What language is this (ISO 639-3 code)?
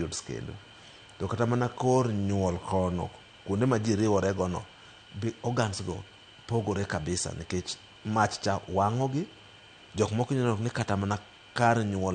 luo